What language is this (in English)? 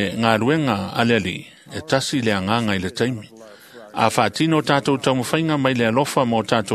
Samoan